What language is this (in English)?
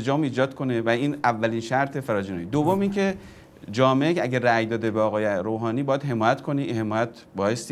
Persian